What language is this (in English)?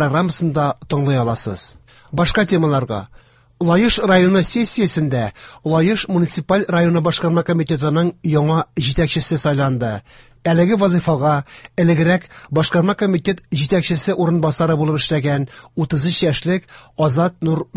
Tatar